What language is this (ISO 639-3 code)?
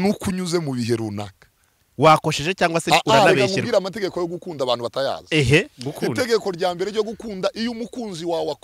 kin